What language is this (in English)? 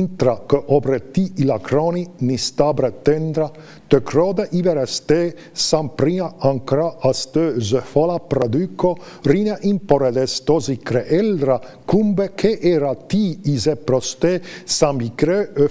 Estonian